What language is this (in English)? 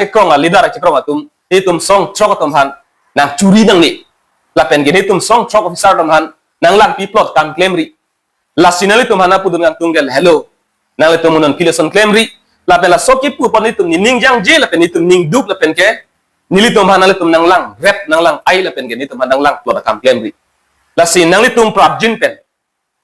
Karbi